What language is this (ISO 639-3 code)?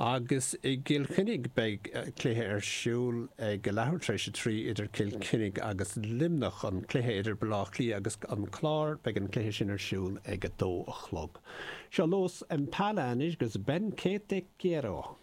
gle